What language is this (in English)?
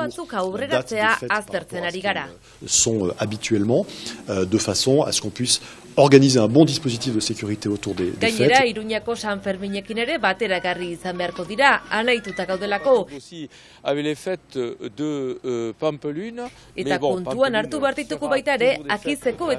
Basque